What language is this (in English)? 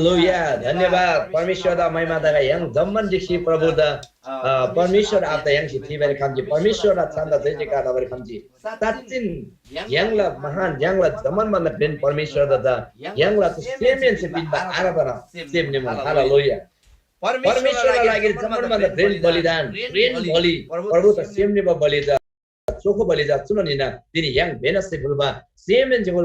Eastern Tamang